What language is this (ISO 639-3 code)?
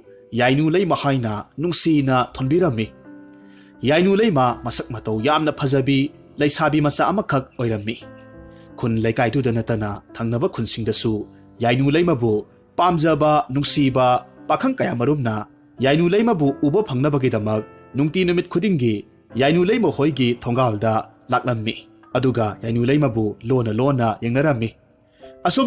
mni